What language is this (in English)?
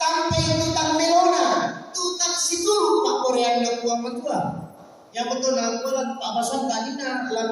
Toraja-Sa'dan